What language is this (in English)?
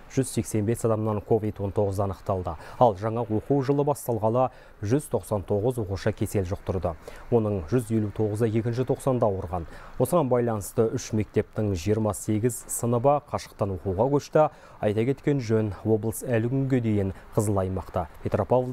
Kazakh